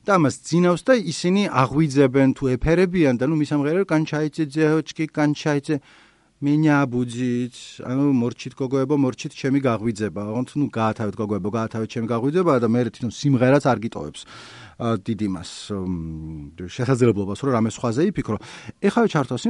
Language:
Georgian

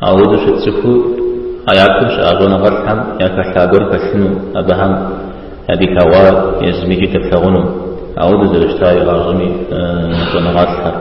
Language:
Kabardian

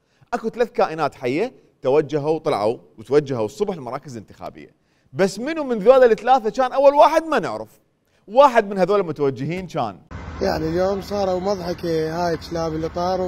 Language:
Mesopotamian Arabic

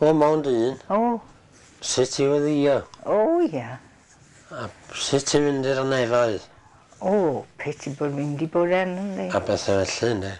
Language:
Welsh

